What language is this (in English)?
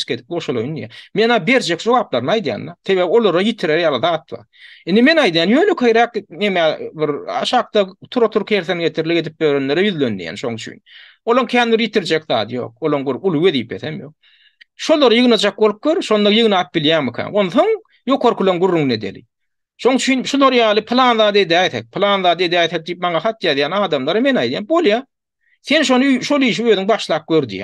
Turkmen